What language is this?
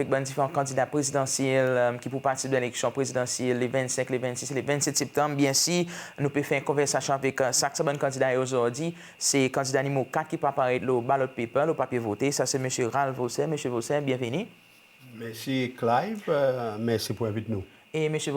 Seselwa Creole French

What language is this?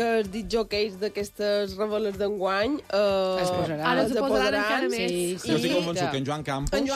Catalan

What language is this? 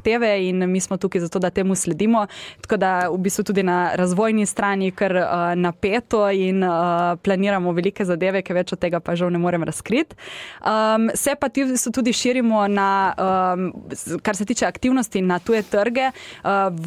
Slovenian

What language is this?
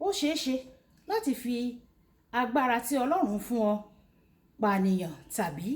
Yoruba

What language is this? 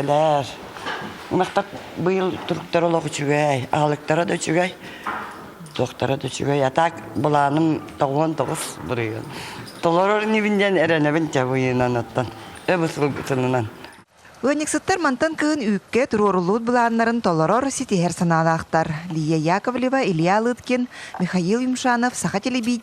Yakut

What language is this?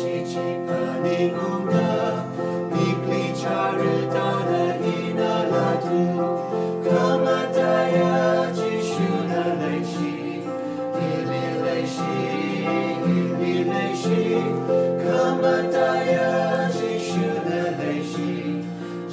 Tangkhul Naga (India)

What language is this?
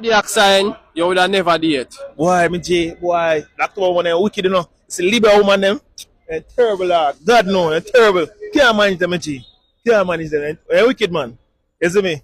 Jamaican Creole English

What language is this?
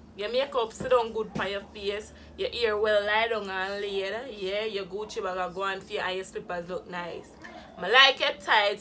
Jamaican Creole English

